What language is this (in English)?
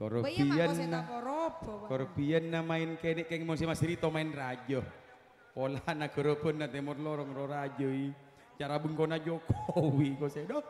Madurese